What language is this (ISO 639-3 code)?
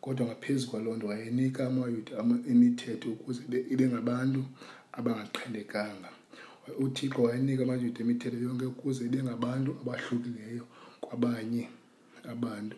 xho